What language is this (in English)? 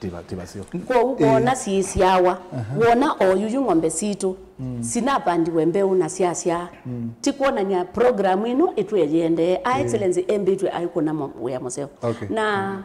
Kamba